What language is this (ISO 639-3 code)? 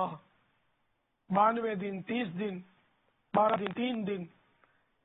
urd